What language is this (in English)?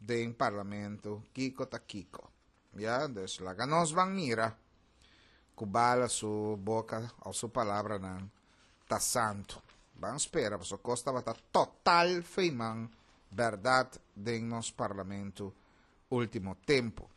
Papiamento